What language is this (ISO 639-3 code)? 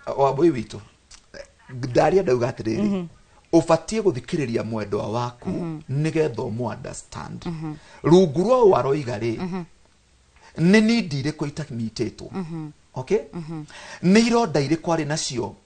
kik